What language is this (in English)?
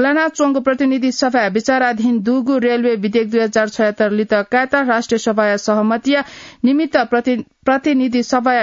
Newari